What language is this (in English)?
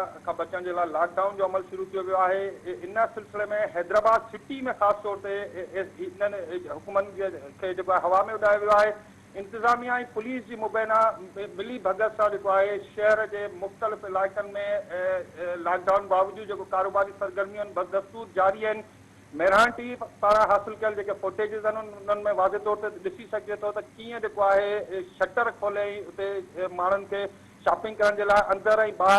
Sindhi